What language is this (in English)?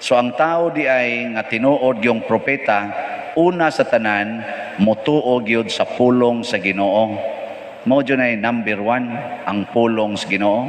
Cebuano